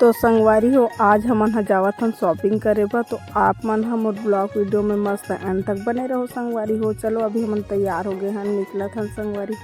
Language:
Chhattisgarhi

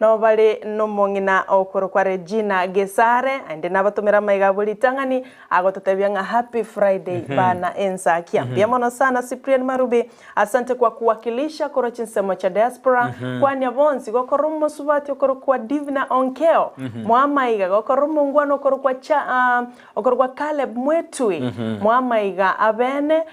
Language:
Gusii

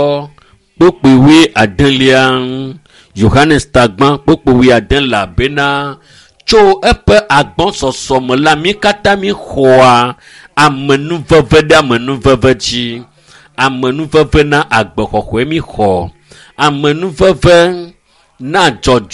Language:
Ewe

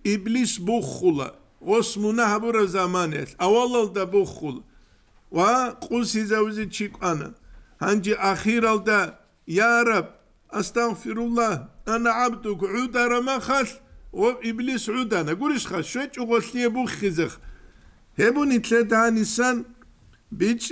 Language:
Avaric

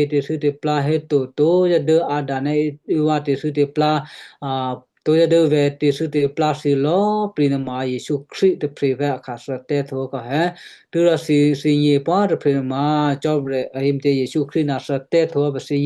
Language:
Western Kayah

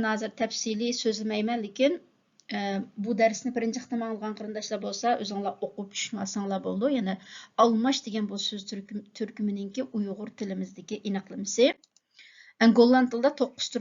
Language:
Uyghur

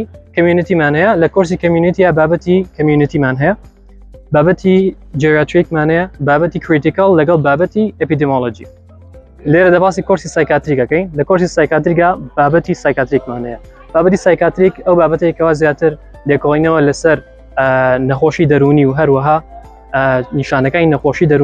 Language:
Central Kurdish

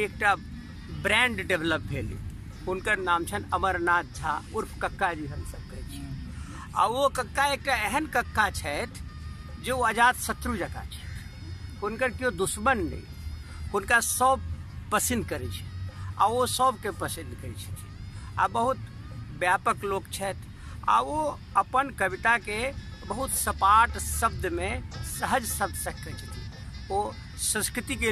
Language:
Maithili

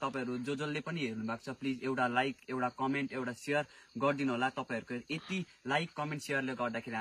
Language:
Nepali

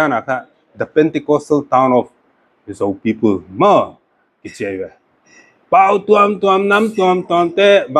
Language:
Paite Chin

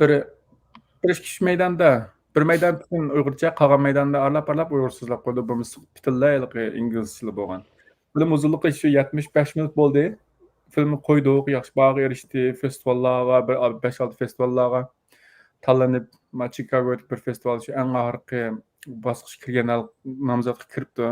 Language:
Uyghur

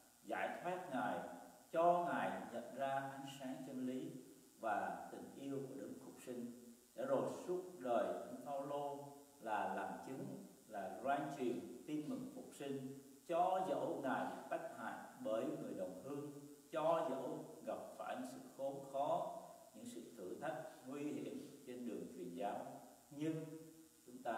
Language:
Vietnamese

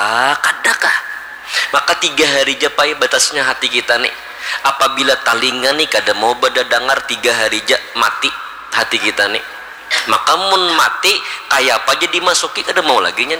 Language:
Banjar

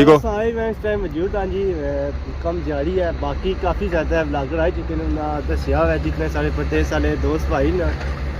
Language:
Pahari-Potwari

